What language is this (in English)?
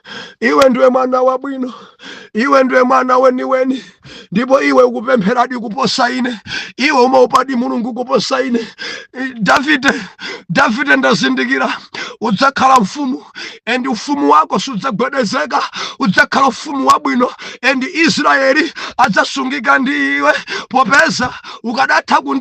Nyanja